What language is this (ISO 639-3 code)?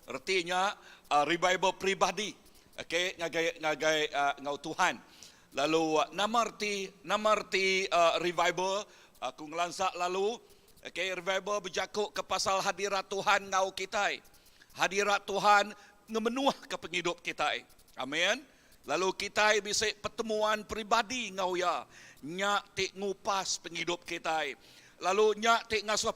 iba